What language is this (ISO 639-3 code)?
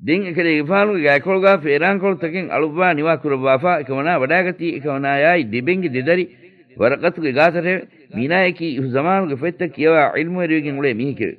div